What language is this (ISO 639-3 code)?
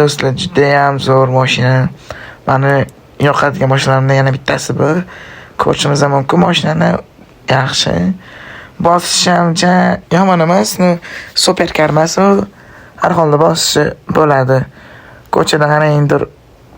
uzb